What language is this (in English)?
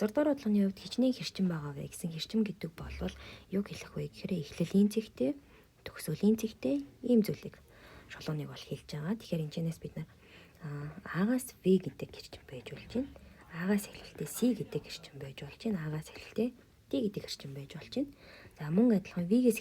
Mongolian